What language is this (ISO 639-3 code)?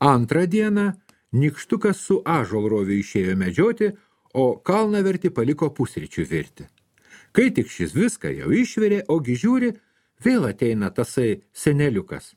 lit